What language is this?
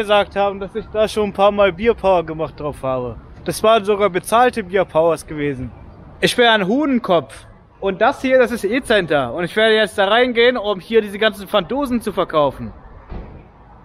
German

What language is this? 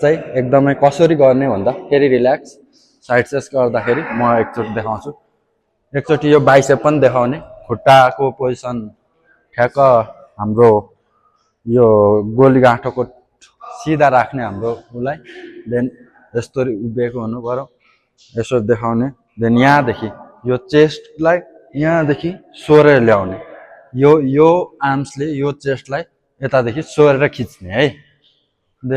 Nepali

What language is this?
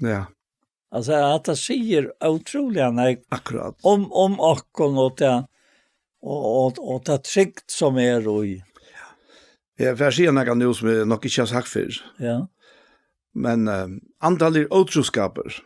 Faroese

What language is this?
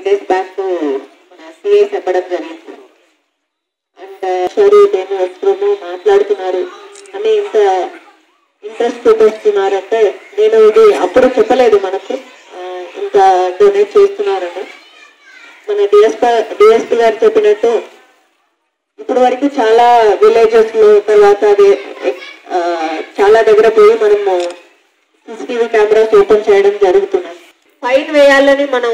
Telugu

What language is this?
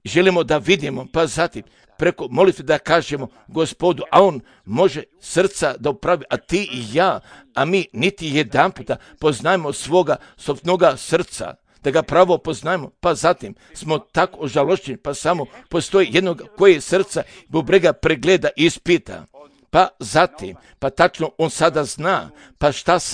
Serbian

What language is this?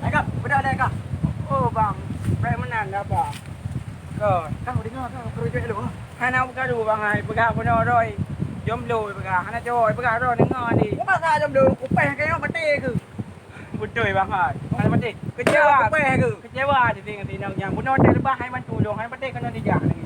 Achinese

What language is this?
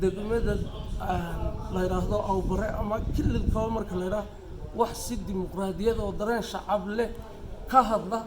Somali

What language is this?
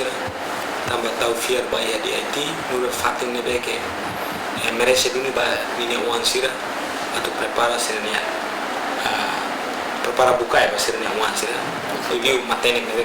Tetum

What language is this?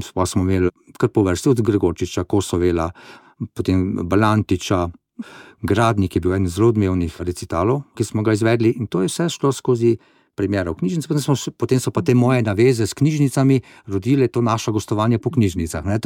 Slovenian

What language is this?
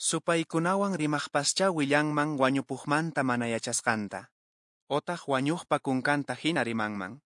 Quechua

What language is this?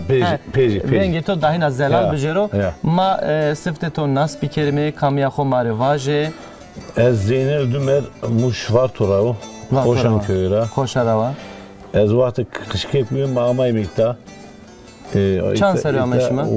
Zaza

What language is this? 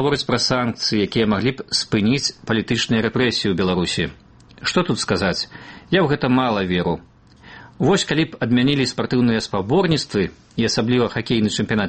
Belarusian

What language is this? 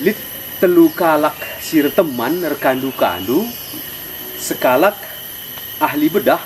Batak Karo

